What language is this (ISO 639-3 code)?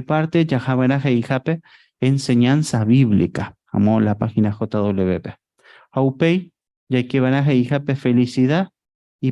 grn